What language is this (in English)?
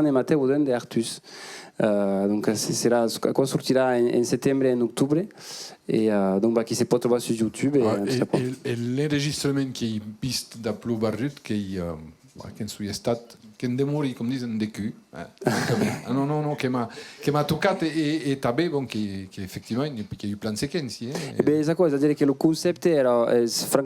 Occitan